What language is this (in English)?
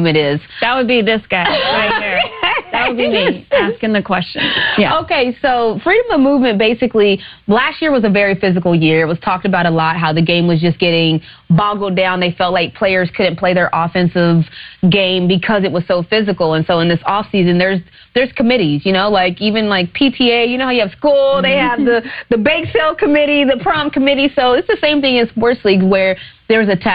English